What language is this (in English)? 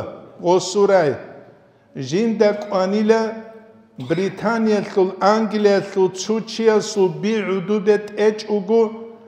Avaric